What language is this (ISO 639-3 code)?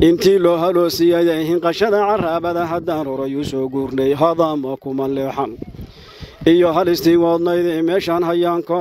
som